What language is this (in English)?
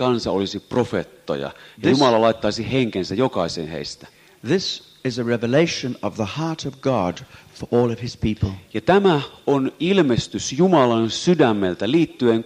Finnish